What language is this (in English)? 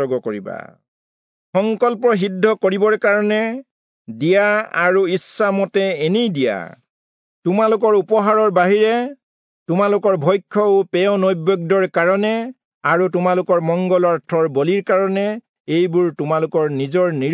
Assamese